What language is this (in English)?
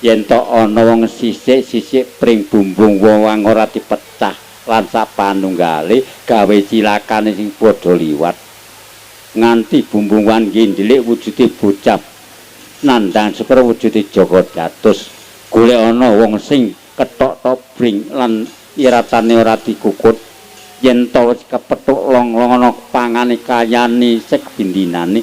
Javanese